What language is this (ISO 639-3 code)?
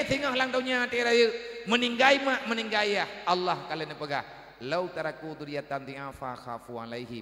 ace